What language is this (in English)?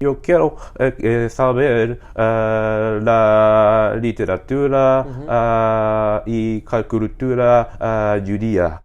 Ladino